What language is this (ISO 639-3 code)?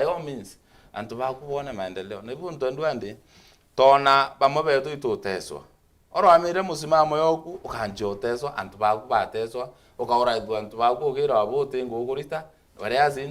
mer